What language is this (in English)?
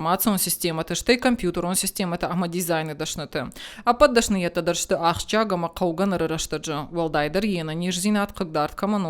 Ossetic